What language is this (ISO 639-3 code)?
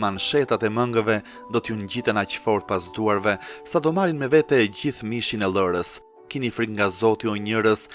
sqi